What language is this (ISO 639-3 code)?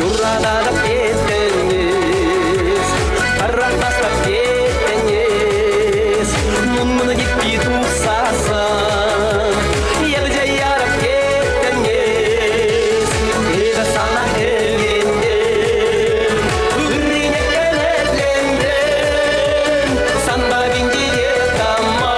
chv